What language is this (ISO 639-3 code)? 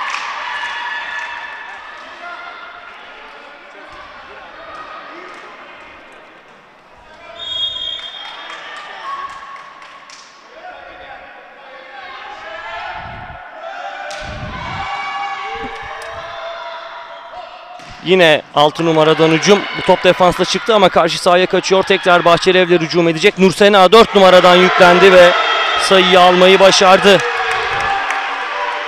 tur